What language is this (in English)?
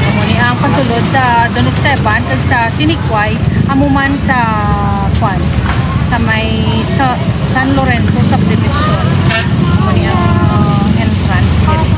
Hiligaynon